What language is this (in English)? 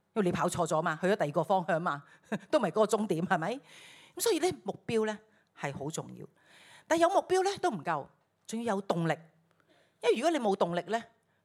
Cantonese